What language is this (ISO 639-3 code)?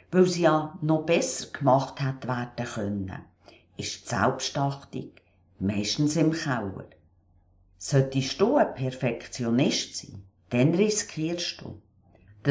gsw